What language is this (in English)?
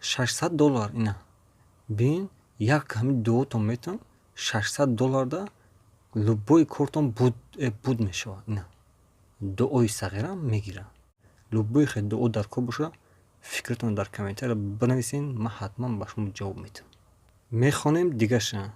Tajik